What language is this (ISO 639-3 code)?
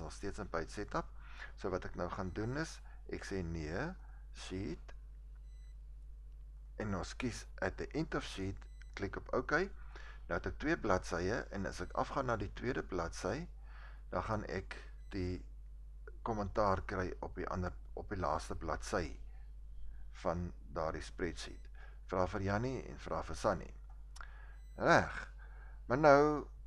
afr